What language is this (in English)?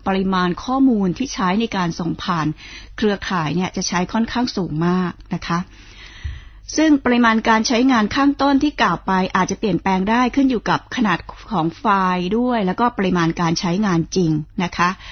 Thai